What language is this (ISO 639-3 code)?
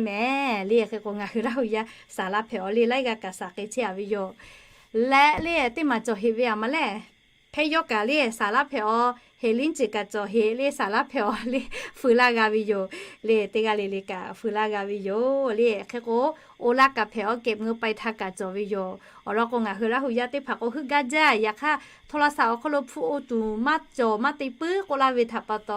lhu